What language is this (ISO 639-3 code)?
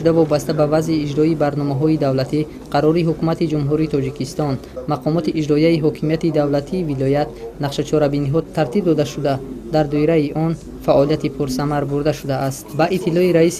tgk